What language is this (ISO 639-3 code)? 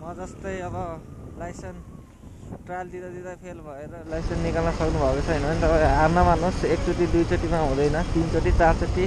nep